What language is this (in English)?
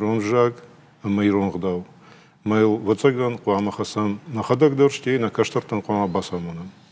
Ossetic